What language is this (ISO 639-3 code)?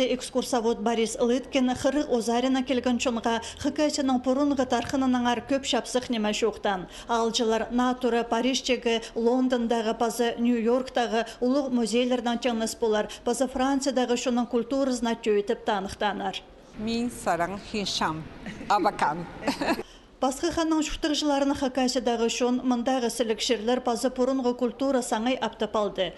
kjh